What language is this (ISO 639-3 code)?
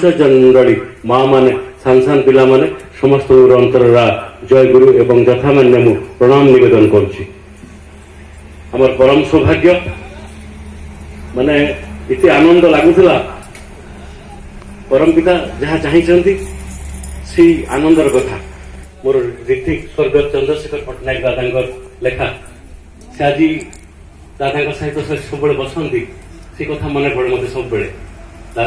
ori